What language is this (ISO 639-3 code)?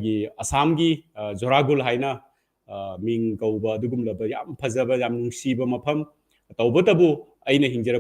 mni